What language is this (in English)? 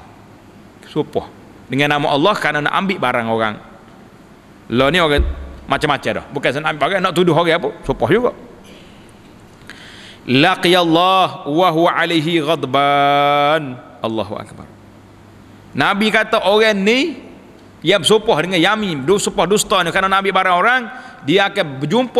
Malay